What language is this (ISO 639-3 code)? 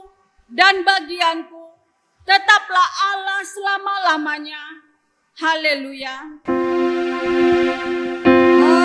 ind